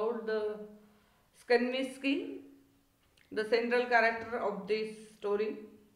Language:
Marathi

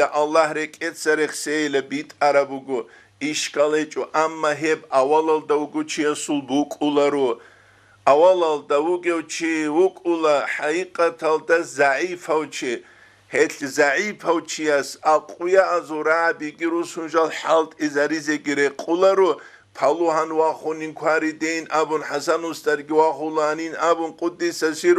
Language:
Avaric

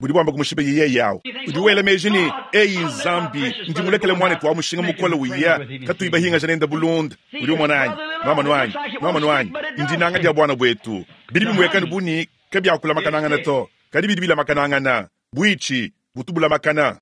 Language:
Luba-Lulua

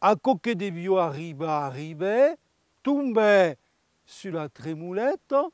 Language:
Occitan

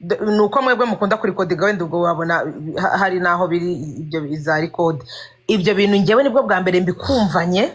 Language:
Kinyarwanda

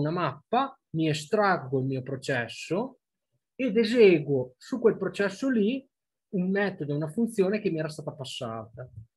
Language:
Italian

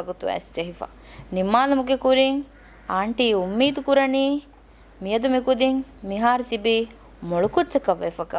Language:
Divehi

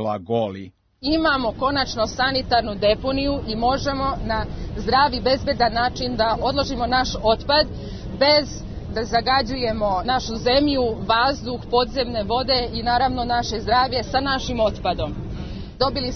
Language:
Serbian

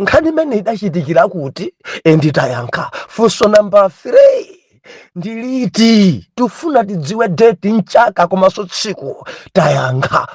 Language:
Nyanja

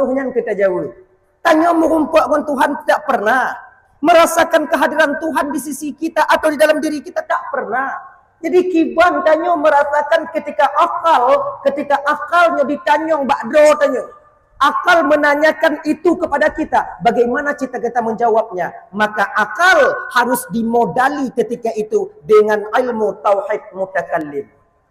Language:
Achinese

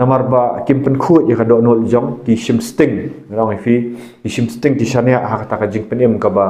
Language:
Khasi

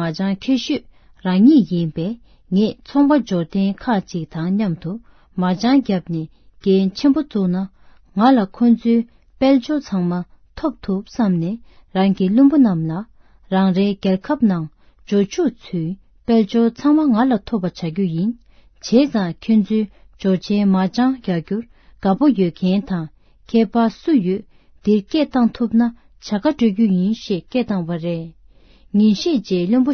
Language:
Tibetan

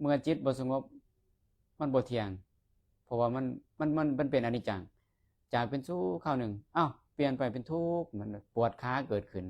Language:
Lao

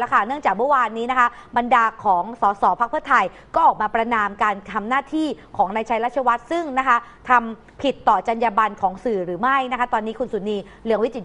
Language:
Thai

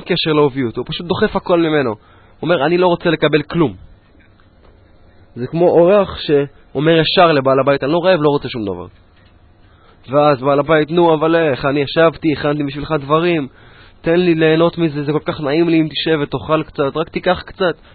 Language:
Hebrew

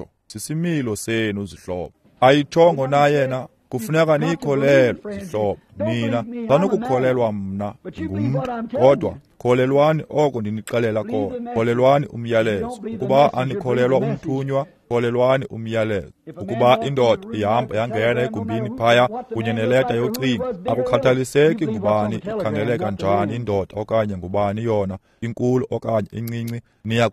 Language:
Xhosa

